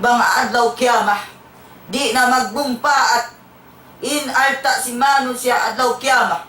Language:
Tausug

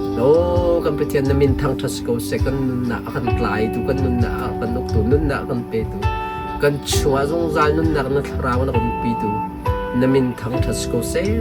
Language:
Hakha Chin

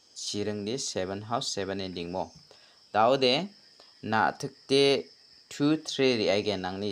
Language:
Garo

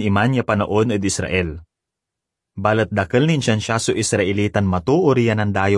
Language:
Pangasinan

